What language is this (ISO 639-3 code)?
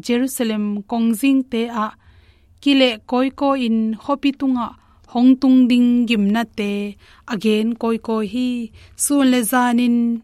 ctd